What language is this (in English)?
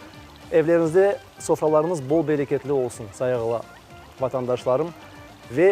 Crimean Tatar